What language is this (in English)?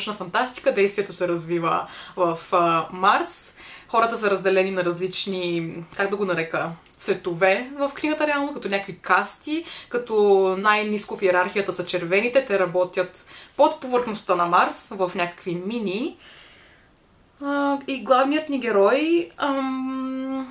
Bulgarian